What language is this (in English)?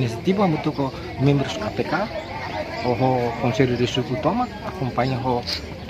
Tetum